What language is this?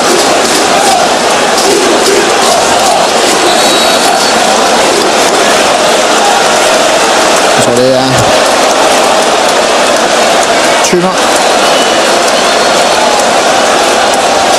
Danish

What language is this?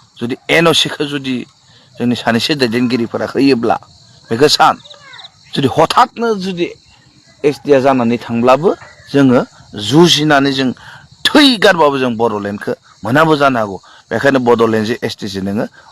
Bodo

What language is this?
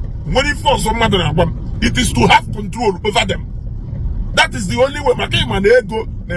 Igbo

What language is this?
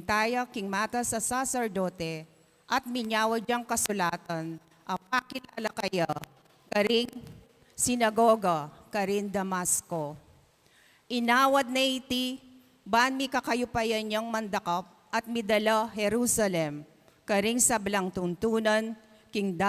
Pampanga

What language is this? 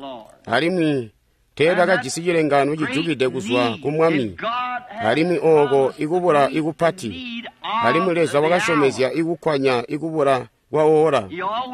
Tonga (Zambia)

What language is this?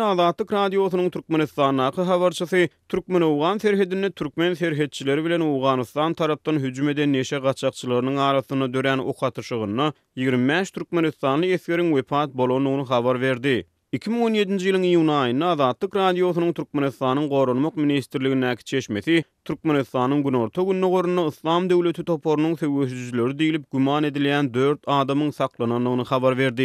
Turkmen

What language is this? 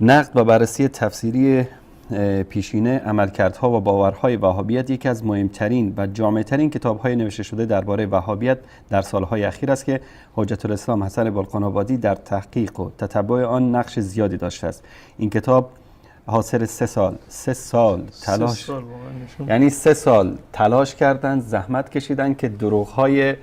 Persian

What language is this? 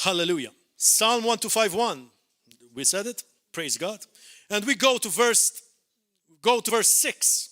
English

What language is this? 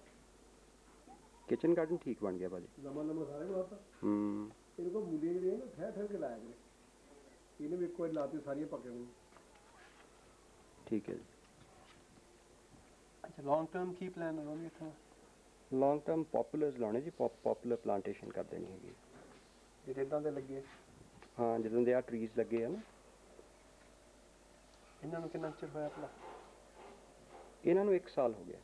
Punjabi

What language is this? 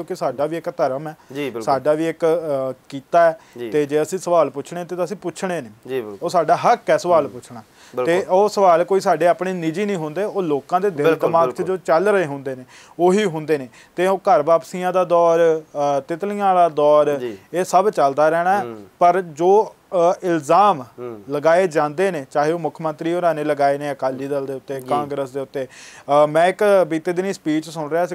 Punjabi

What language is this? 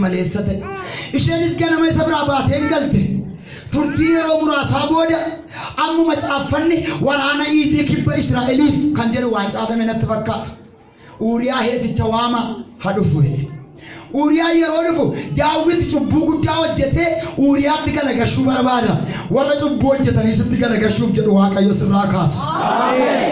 Oromo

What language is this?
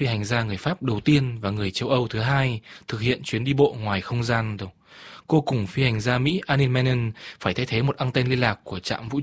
Vietnamese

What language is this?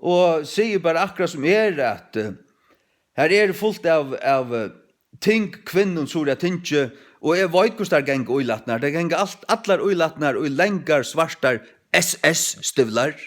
Faroese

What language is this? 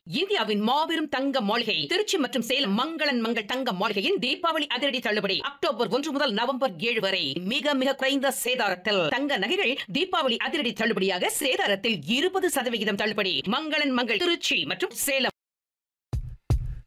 Tamil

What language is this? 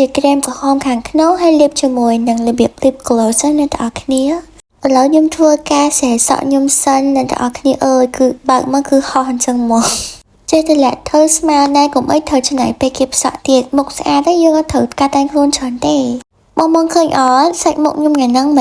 Khmer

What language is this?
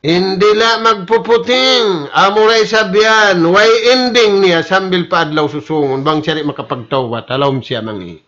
Tausug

